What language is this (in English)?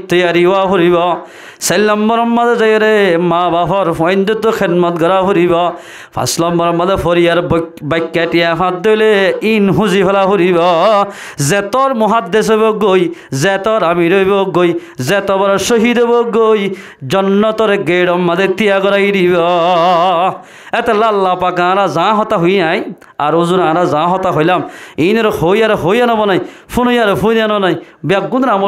Rohingya